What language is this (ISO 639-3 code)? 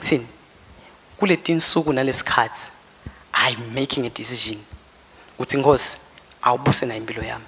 ssw